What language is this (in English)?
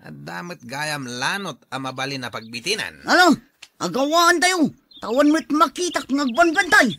Iloko